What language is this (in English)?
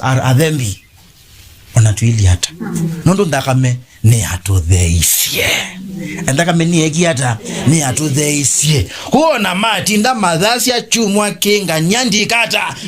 Kamba